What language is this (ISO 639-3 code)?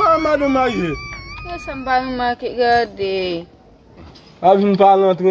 hat